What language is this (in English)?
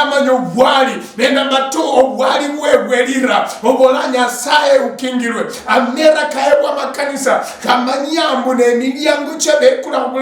Luyia